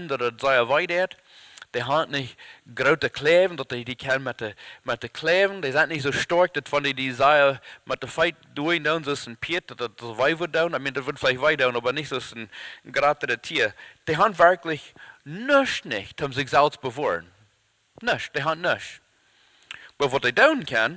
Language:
Plautdietsch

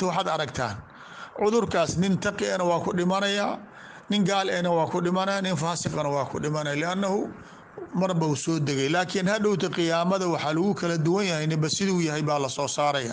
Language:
Somali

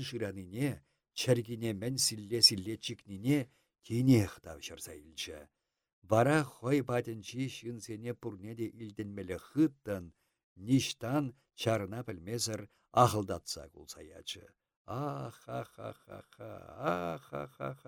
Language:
Chuvash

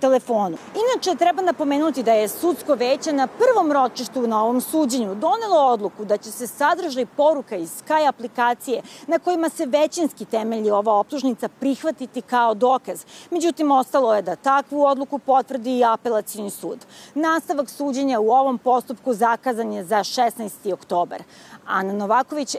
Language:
Serbian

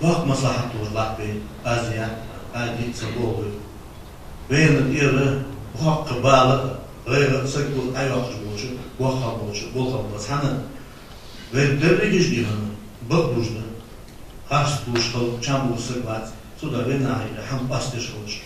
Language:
Ingush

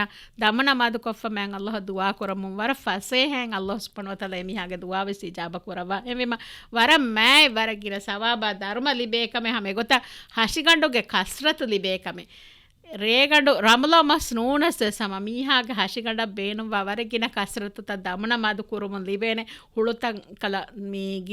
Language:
Divehi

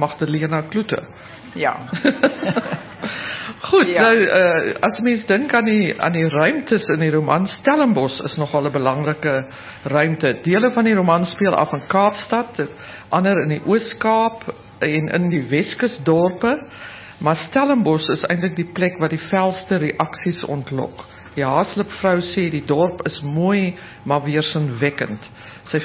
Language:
Afrikaans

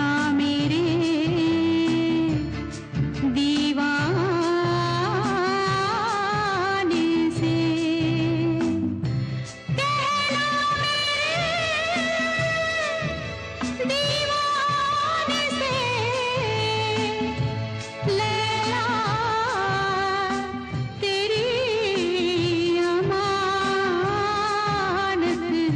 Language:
Hindi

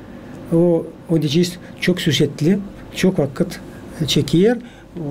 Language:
Gagauz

